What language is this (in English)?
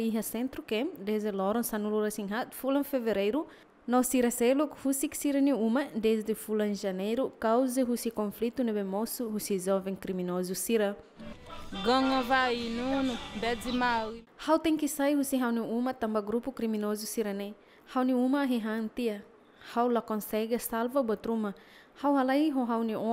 Tetum